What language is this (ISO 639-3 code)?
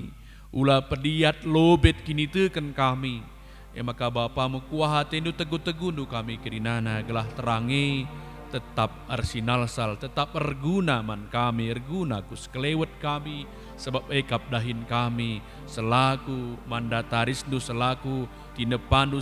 btx